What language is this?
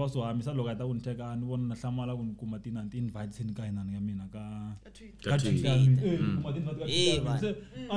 Tsonga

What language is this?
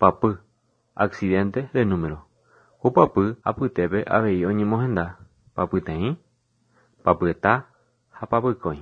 Guarani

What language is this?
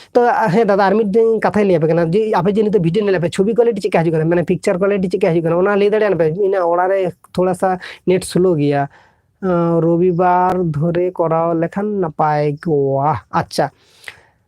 Santali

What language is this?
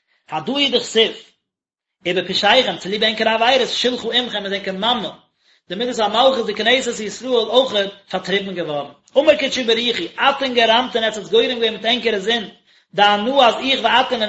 Yiddish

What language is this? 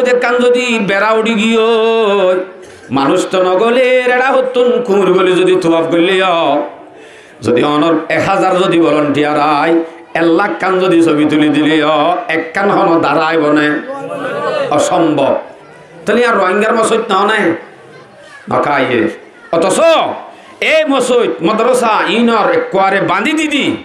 Rohingya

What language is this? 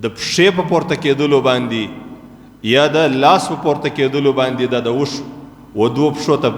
Pashto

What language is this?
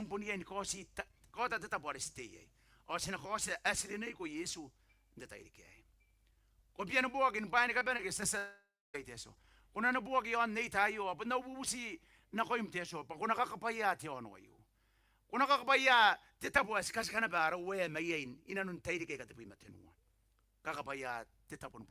Gilbertese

